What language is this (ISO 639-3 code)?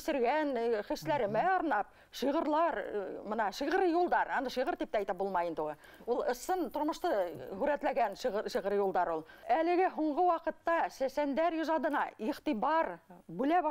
bak